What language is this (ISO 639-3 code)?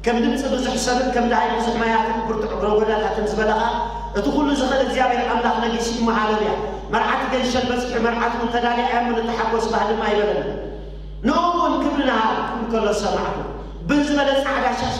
tir